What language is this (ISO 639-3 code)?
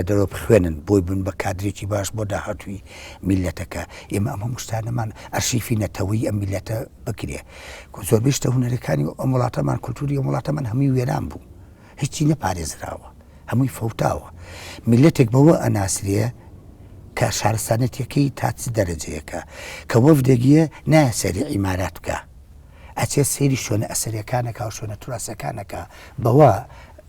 ckb